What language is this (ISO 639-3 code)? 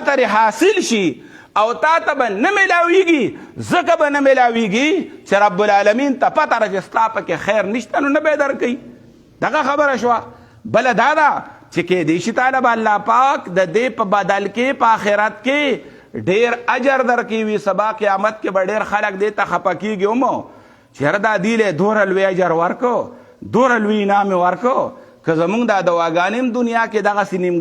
pus